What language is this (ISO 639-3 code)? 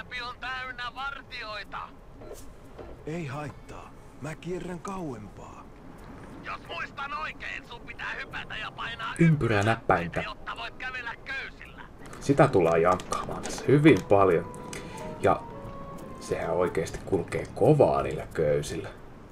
fin